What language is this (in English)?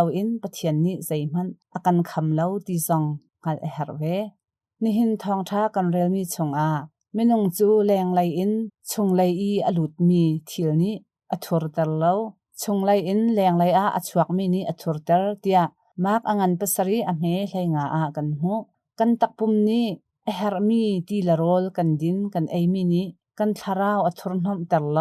Hakha Chin